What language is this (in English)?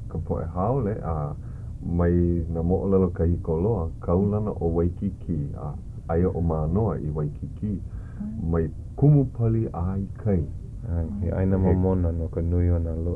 Hawaiian